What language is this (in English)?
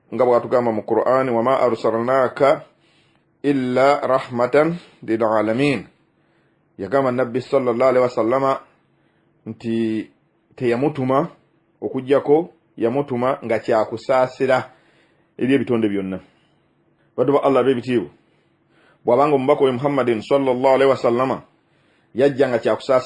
Ganda